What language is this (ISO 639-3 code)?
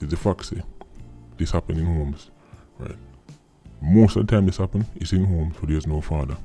jam